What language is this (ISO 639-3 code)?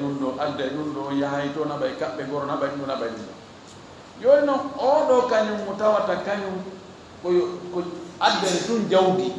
ful